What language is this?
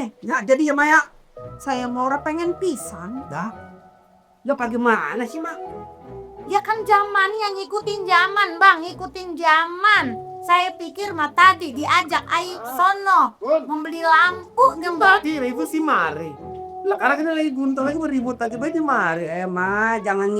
Betawi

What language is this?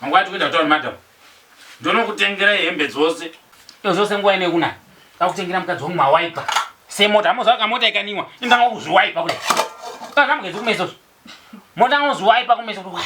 Shona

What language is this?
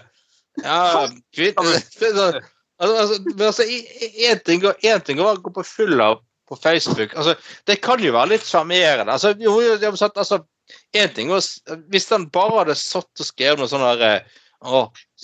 Norwegian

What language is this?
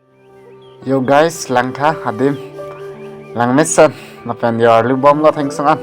Karbi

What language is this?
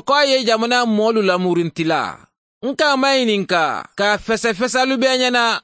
Mandingo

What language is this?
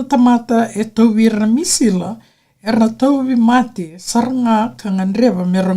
Fijian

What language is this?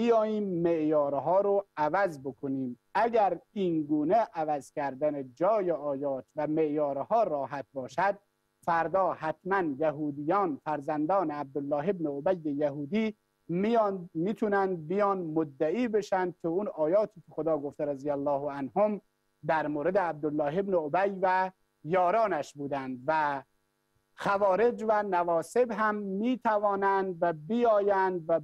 Persian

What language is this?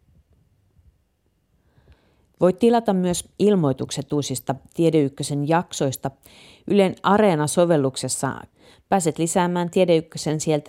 Finnish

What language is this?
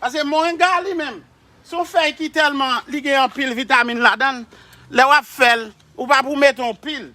Haitian Creole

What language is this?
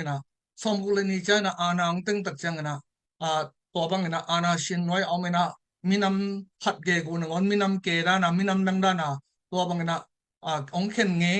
Tedim Chin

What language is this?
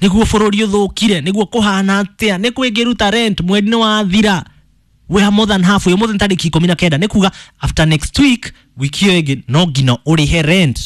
Kikuyu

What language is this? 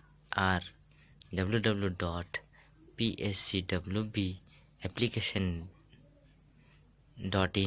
Santali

